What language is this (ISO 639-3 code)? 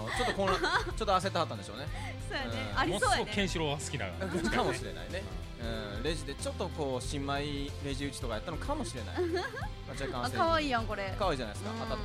jpn